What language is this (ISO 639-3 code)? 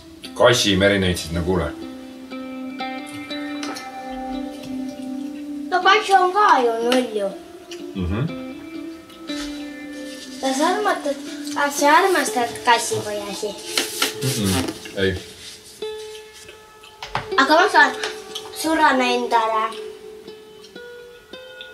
est